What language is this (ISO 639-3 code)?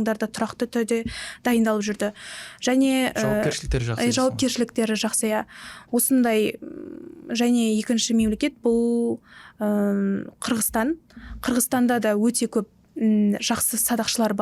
kaz